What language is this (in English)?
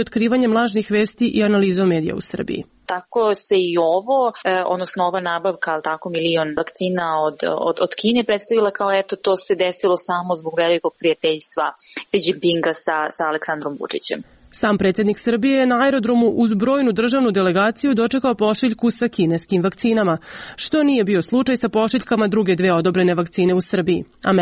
Serbian